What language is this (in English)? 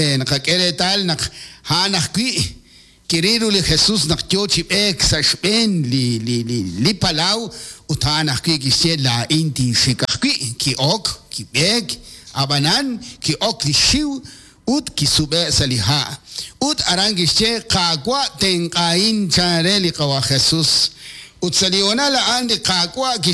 Kekchí